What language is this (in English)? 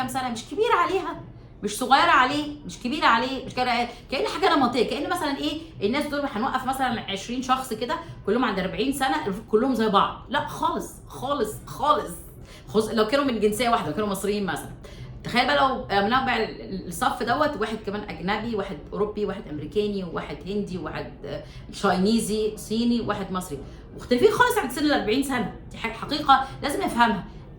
Egyptian Arabic